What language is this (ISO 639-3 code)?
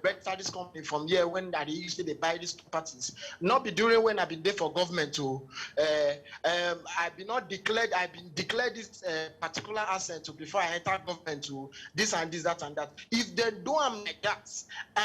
pcm